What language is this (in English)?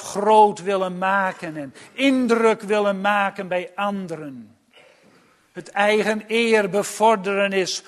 Dutch